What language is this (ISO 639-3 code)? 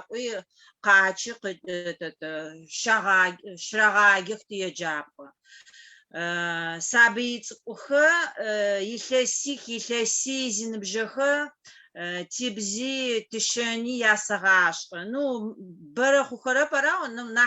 ady